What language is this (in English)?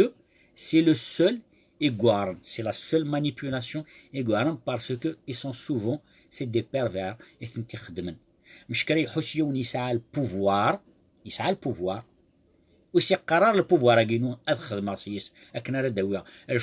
Kabyle